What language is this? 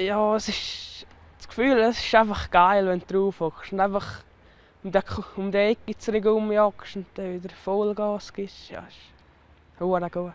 Romansh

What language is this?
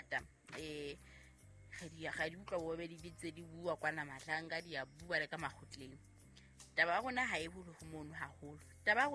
Southern Sotho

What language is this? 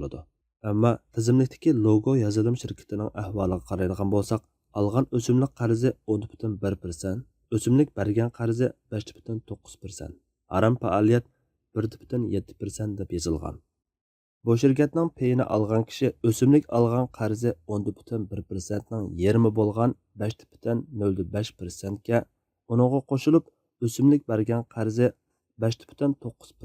Uyghur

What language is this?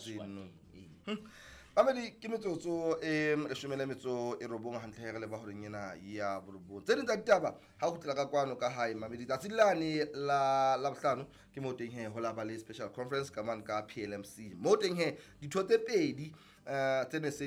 Southern Sotho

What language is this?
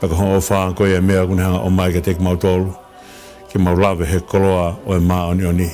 Tongan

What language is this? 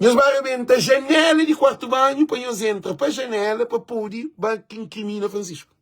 Kabuverdianu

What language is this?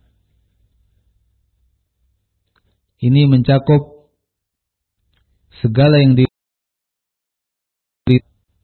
Indonesian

